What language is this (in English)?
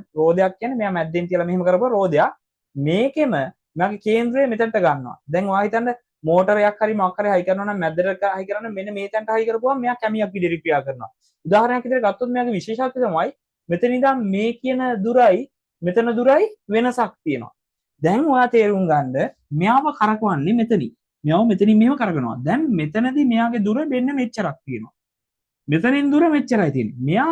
Sinhala